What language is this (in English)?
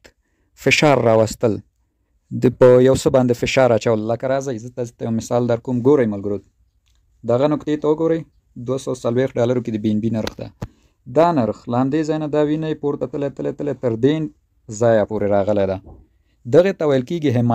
Pashto